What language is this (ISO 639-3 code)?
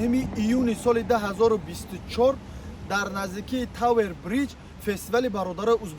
tgk